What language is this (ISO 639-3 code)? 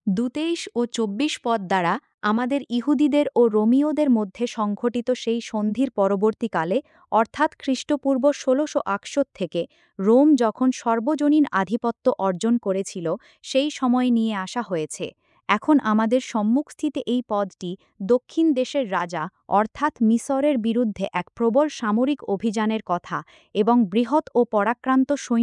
ben